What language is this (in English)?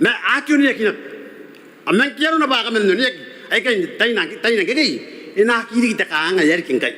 Gilbertese